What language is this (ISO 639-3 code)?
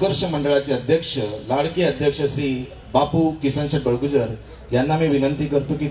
mar